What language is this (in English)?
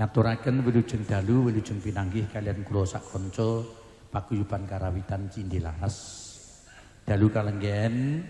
Javanese